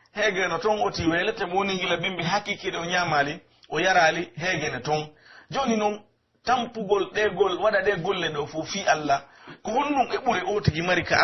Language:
Pular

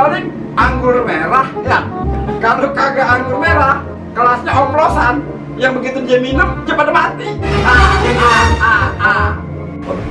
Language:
Betawi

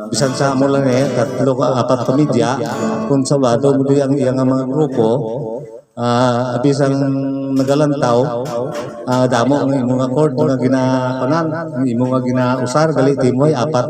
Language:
Hiligaynon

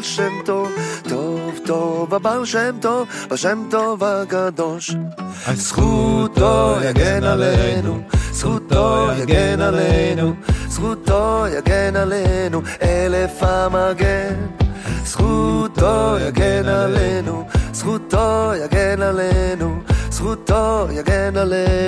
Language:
Hebrew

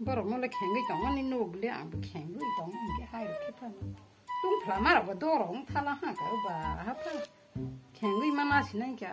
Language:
Kok Borok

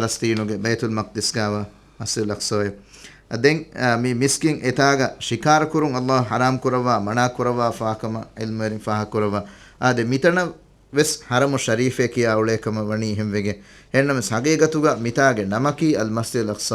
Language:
Divehi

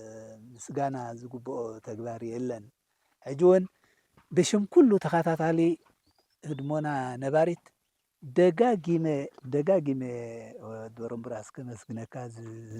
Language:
Tigrinya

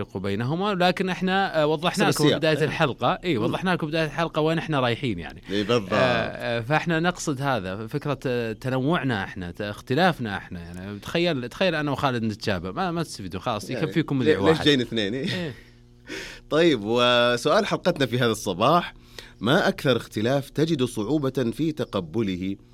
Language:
Najdi Arabic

